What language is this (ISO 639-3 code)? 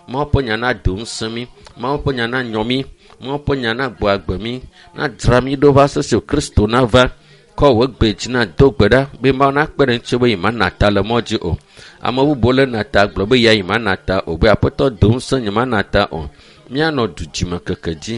ewe